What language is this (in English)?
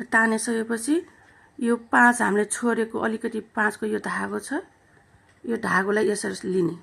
Nepali